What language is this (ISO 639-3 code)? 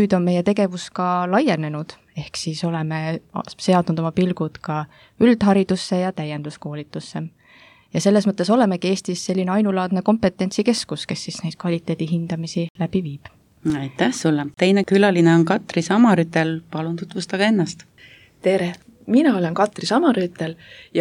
est